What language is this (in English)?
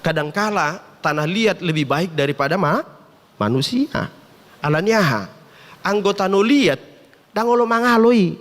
Batak Toba